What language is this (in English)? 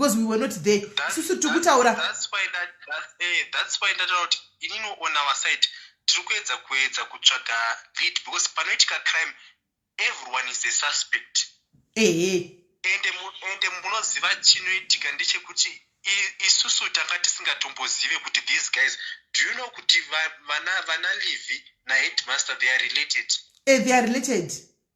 Shona